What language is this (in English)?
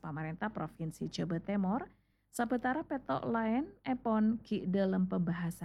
Madurese